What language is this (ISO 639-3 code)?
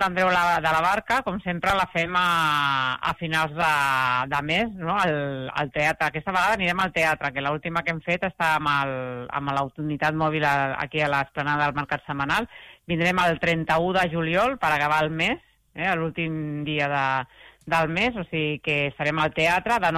cat